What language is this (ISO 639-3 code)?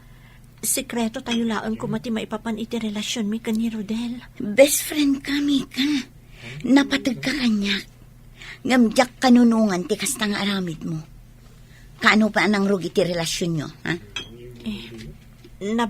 ilo